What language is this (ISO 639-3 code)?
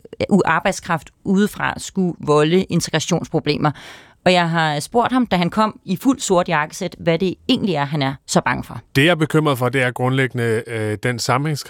dan